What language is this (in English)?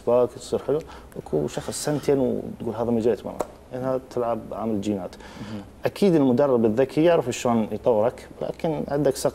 Mesopotamian Arabic